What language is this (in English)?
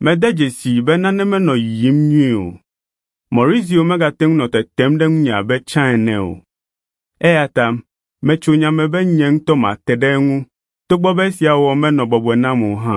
Ewe